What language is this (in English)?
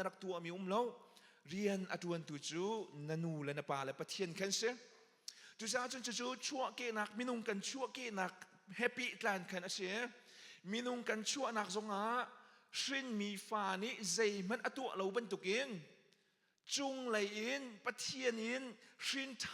Hakha Chin